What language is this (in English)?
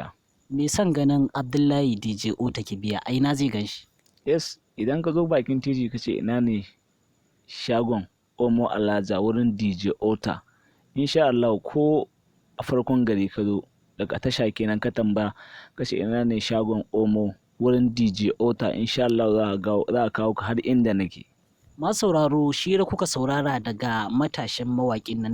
Hausa